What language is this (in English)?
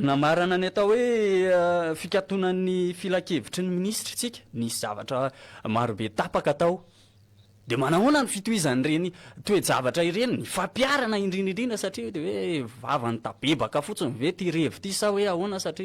Malagasy